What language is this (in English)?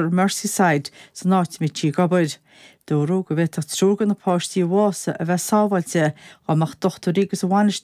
Irish